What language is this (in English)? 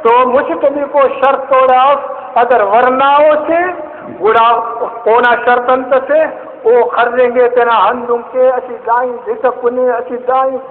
Brahui